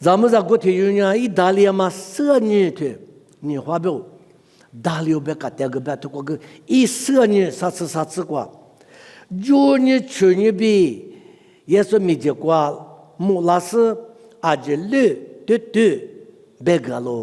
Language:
Lisu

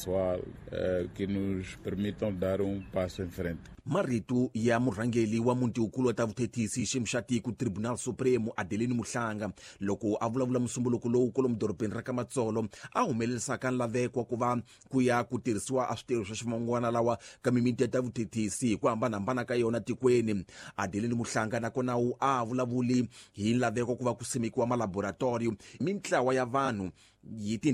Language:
Tsonga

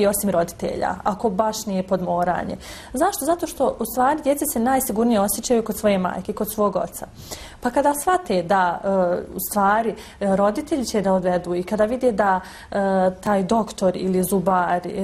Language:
Bosnian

